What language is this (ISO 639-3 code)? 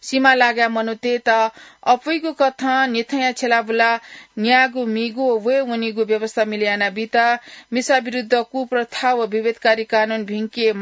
new